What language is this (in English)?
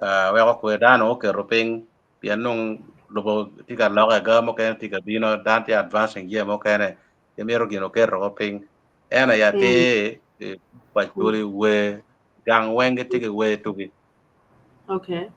Acoli